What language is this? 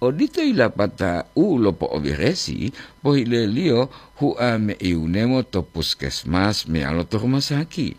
Gorontalo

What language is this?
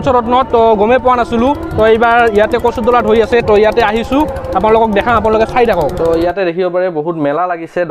Assamese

